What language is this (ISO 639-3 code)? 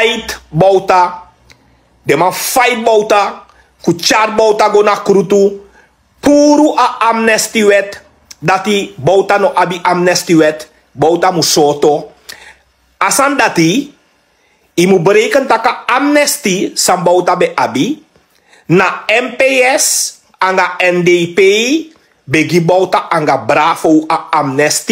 srn